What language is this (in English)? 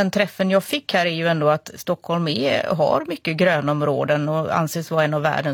Swedish